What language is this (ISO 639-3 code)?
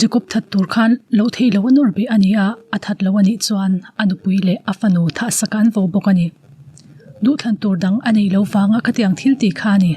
lus